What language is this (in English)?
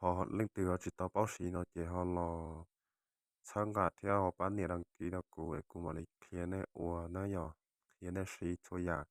Hmong